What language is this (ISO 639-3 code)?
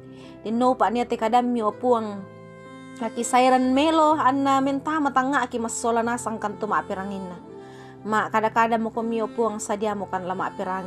sda